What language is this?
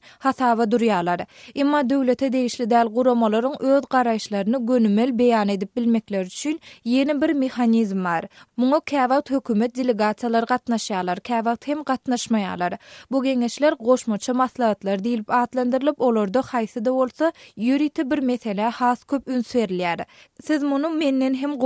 Turkmen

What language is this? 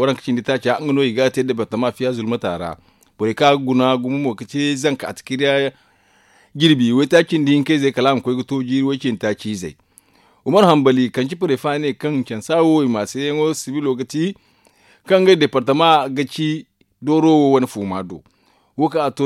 Zarma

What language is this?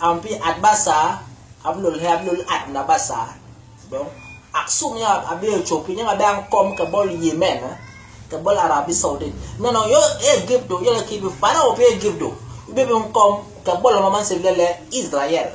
Basaa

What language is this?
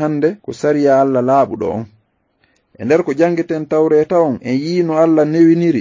Fula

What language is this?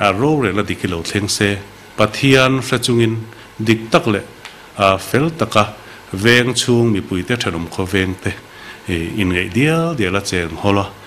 Mizo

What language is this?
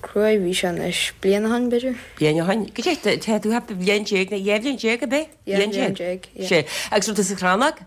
Irish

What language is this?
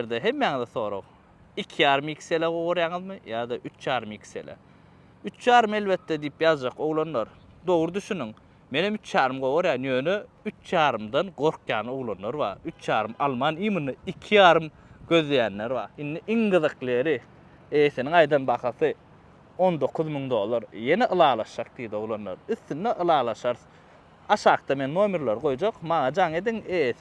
Turkmen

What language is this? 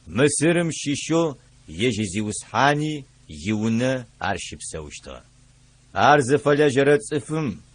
Adyghe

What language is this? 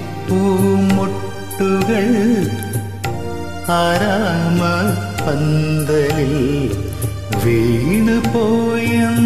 Malayalam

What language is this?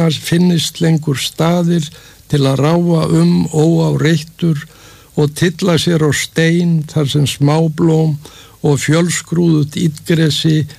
Icelandic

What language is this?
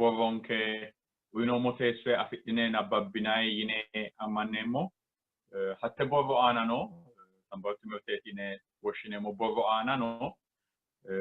Sidamo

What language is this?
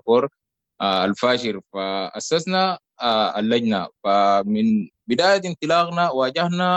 Sudanese Arabic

